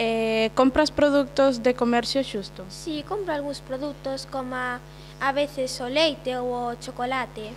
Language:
Galician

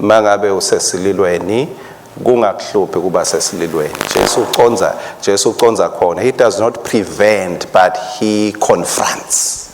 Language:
Swati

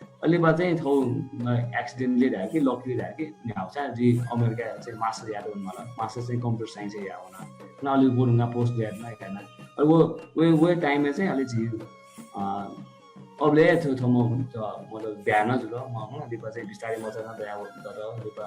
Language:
Newari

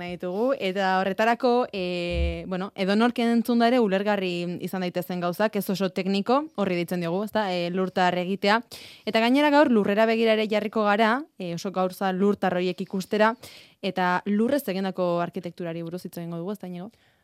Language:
Basque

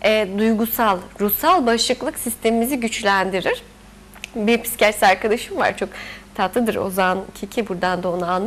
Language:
Turkish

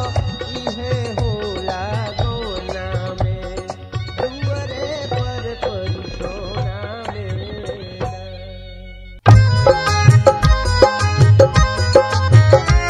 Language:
Bhojpuri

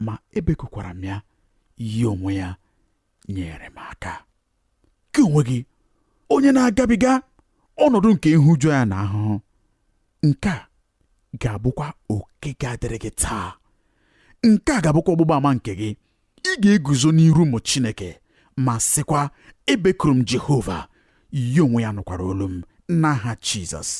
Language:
Igbo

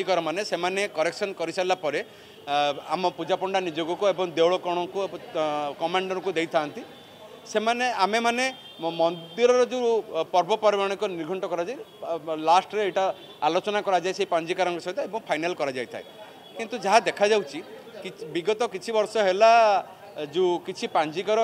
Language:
Odia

